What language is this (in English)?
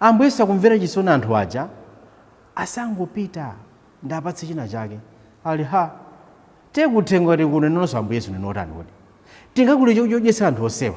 Nyanja